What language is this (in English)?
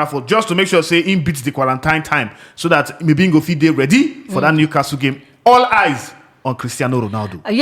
Nigerian Pidgin